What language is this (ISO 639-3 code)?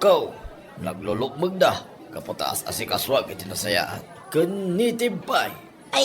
ilo